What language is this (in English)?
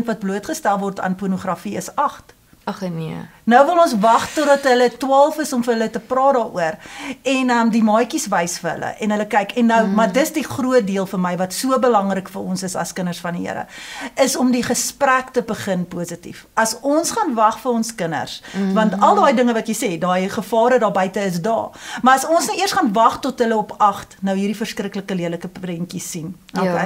Afrikaans